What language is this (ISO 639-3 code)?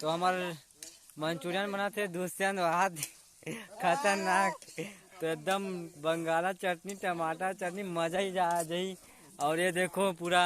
hne